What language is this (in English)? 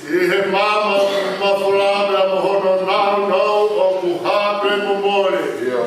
Tongan